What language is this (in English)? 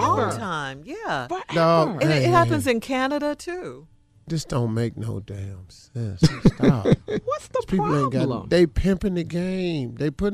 English